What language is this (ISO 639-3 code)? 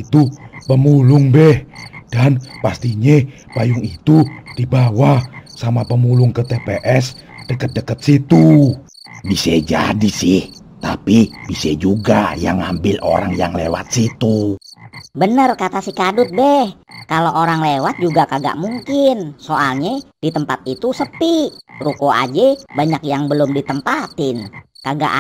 bew